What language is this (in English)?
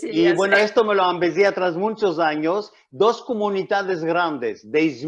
Ladino